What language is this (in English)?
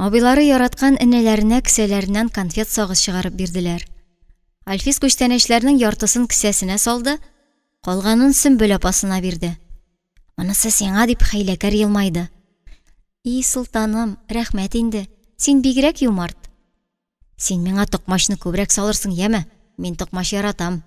Tatar